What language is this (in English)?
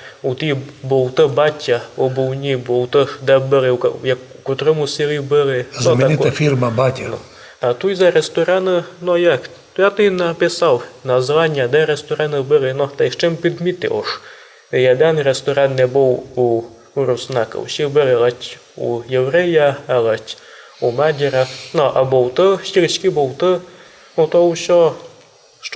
Rusyn